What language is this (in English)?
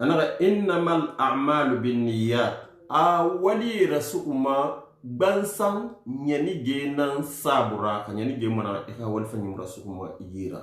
Susu